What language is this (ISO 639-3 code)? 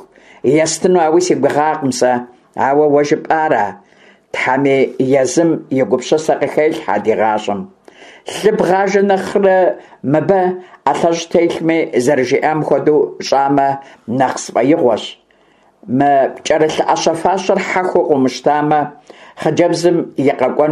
kbd